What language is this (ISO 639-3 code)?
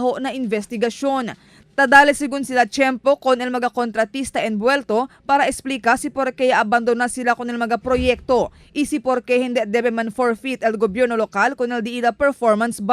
cbk